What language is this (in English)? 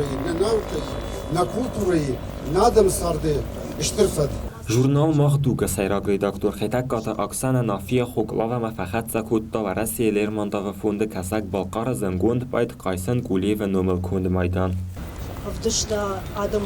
Ossetic